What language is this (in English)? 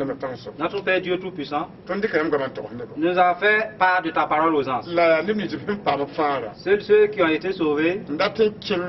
Mossi